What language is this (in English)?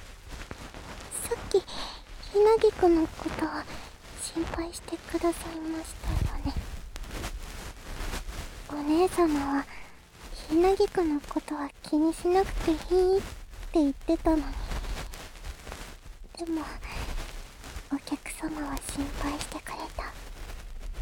Japanese